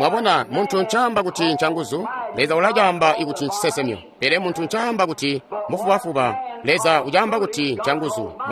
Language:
Tonga (Zambia)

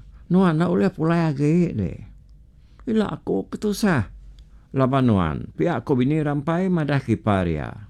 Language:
Iban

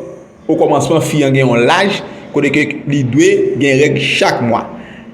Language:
Haitian Creole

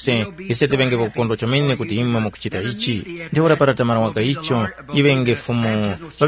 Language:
Tumbuka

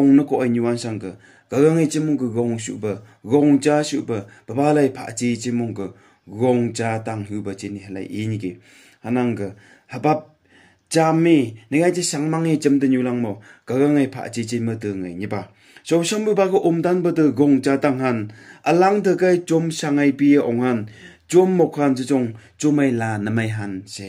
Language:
Phom Naga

